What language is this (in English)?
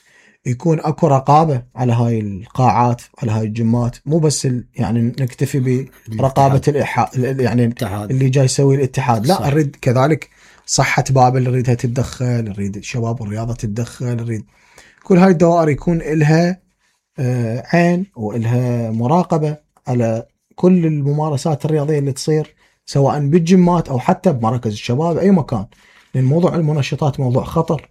Mesopotamian Arabic